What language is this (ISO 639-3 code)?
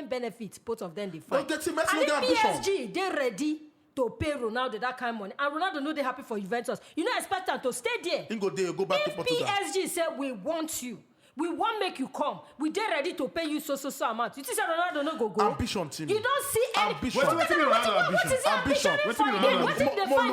pcm